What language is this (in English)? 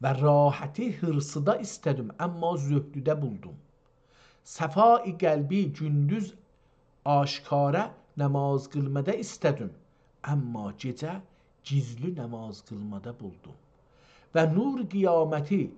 South Azerbaijani